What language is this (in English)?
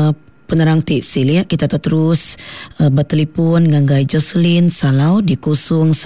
Iban